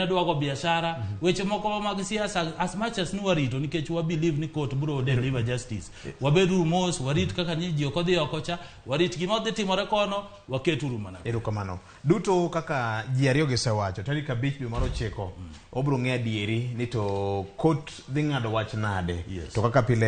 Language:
Luo (Kenya and Tanzania)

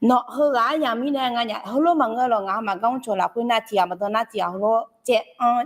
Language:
Akha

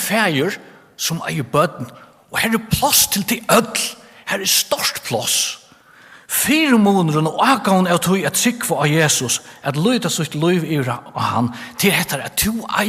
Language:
Faroese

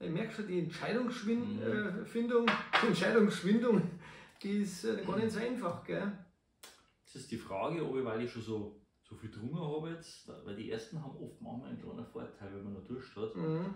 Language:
Bavarian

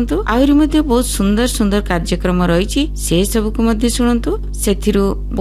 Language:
Odia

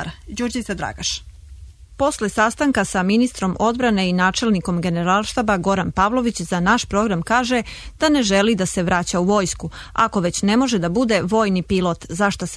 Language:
Serbian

